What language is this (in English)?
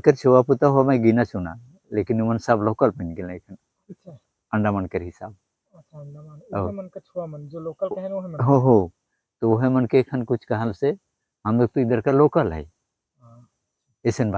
Sadri